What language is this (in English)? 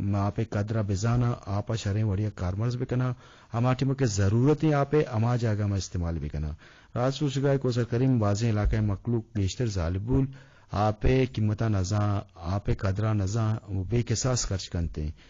Eastern Balochi